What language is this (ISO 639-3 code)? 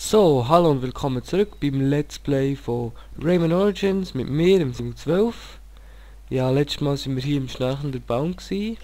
gsw